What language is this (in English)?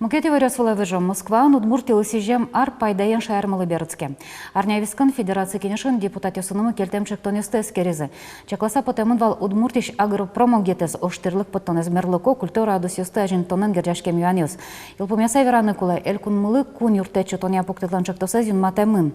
Udmurt